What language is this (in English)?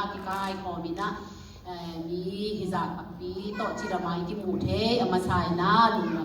Tedim Chin